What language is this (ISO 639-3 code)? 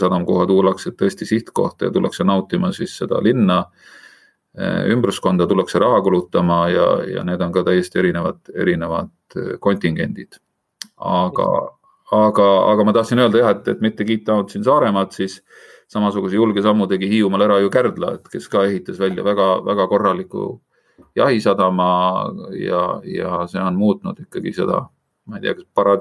est